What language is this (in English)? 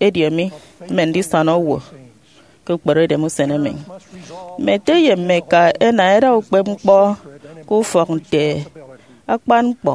Efik